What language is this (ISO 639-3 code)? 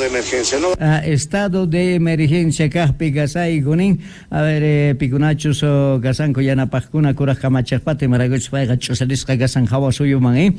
quh